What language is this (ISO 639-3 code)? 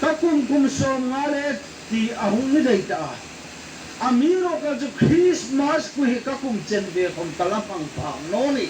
hmr